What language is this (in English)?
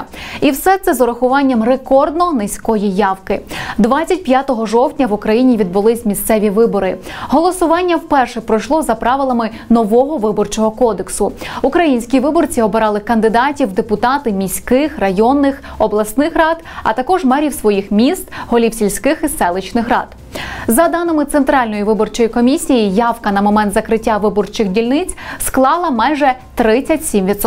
Ukrainian